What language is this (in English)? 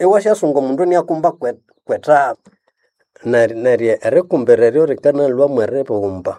Nande